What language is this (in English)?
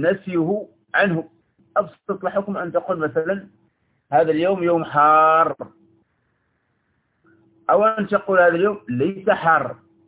Arabic